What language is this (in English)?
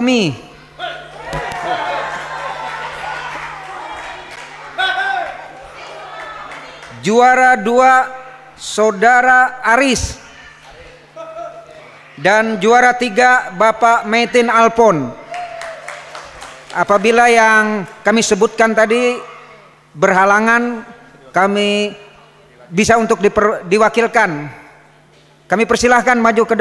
Indonesian